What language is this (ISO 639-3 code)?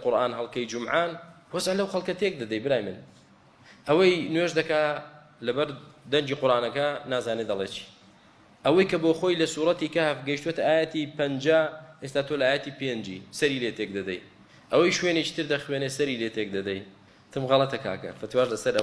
ckb